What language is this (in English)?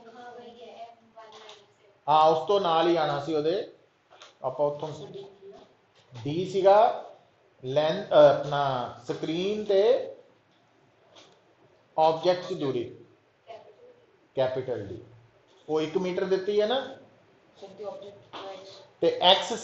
Punjabi